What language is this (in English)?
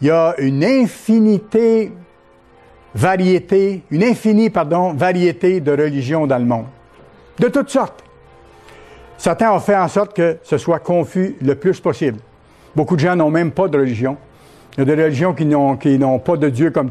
French